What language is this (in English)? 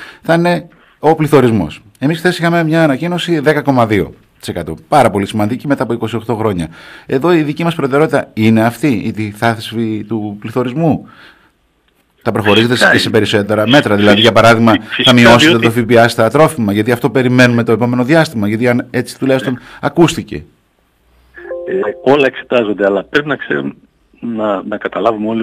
Greek